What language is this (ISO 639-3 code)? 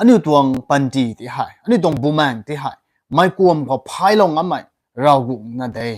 nbu